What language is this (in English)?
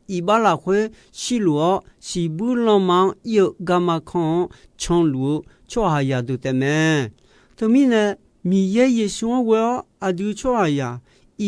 Akha